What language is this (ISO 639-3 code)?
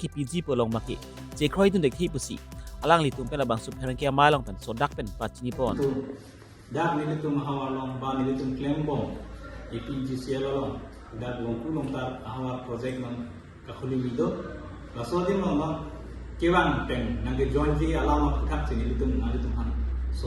mjw